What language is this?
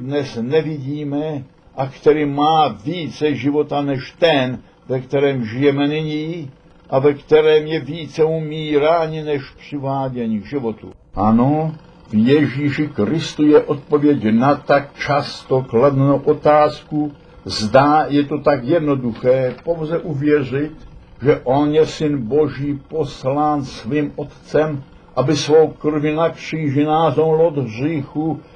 Czech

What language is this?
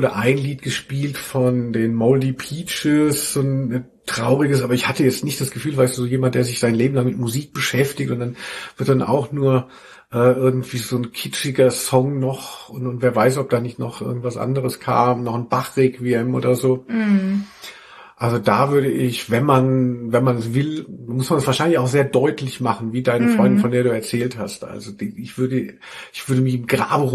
German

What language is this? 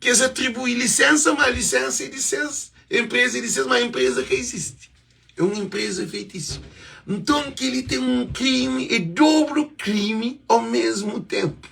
Kabuverdianu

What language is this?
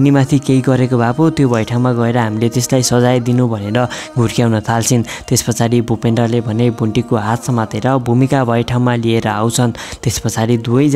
Nepali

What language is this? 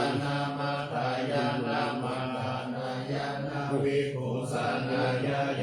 Pali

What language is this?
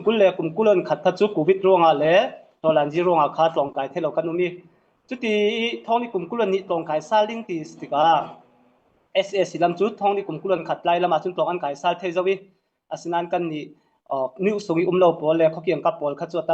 Falam Chin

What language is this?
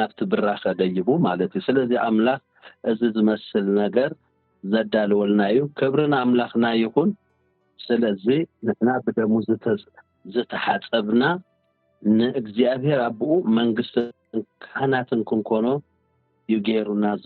Tigrinya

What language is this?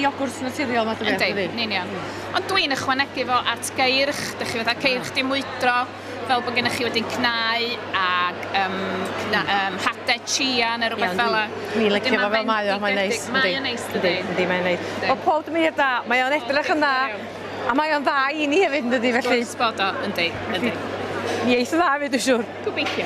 Welsh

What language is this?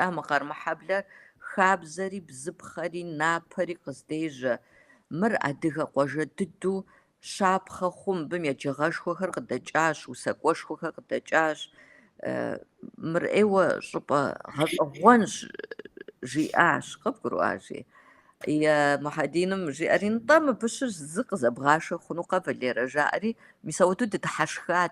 Kabardian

